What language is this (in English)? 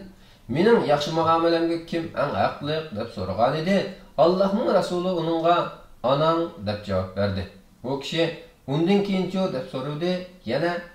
Uyghur